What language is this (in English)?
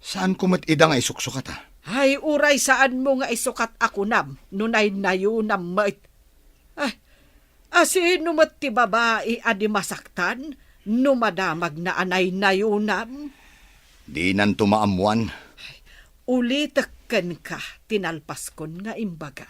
Iloko